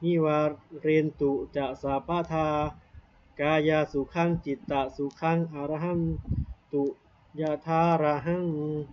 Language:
Pali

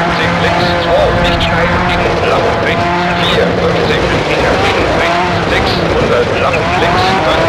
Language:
Bavarian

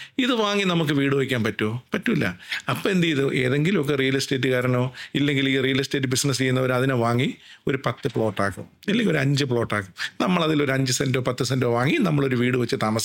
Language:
Malayalam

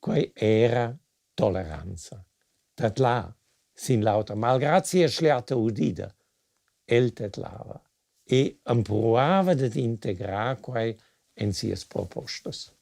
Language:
Romansh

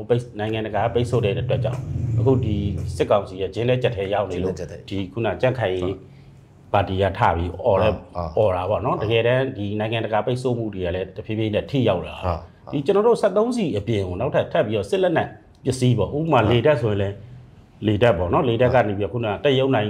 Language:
Burmese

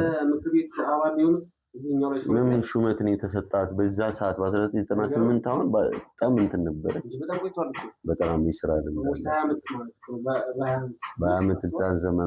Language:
Amharic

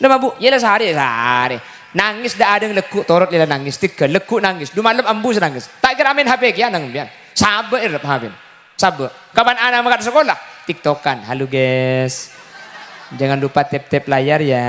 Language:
Madurese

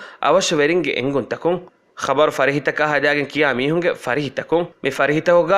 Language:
Divehi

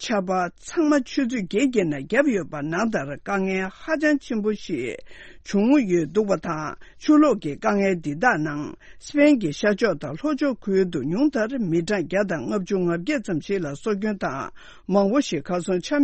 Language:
Tibetan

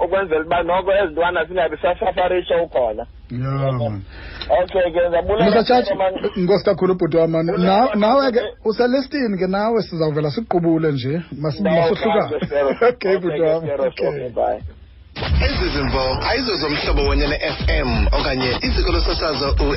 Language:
Xhosa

